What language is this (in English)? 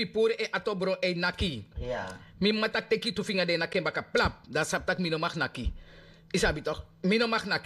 Sranan Tongo